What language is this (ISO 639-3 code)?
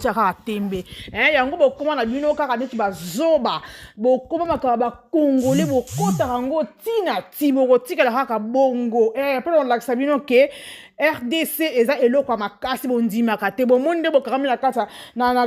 lin